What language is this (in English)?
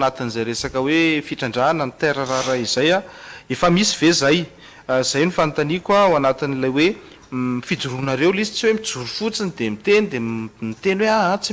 Malagasy